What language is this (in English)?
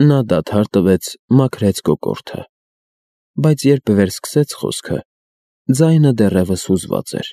Armenian